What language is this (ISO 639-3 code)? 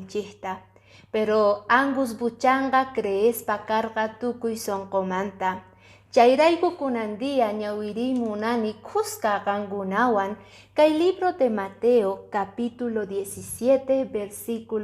que